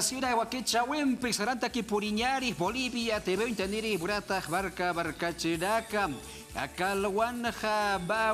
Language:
Aymara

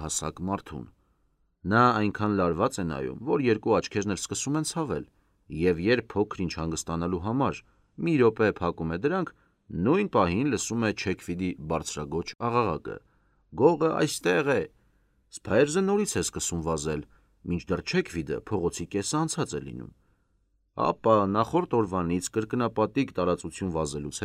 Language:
Armenian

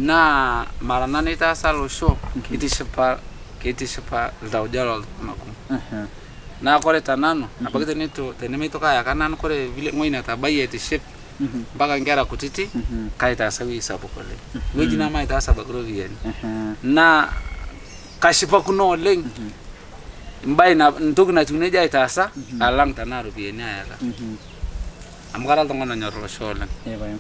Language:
Masai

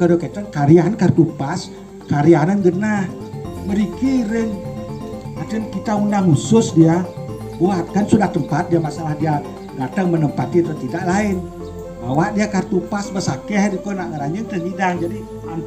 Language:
Balinese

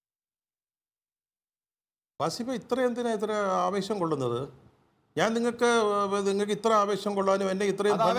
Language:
Malayalam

